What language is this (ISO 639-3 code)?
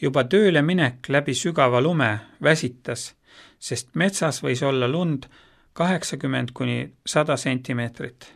est